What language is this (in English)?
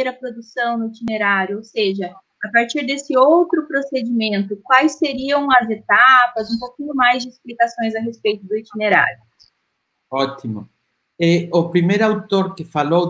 Portuguese